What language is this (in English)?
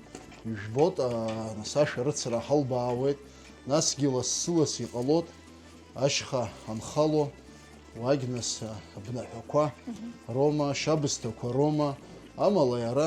Abkhazian